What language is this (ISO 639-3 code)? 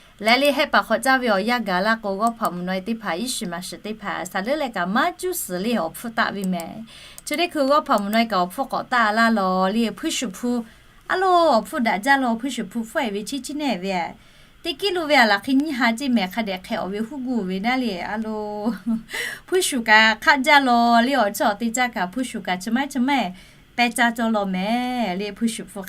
lhu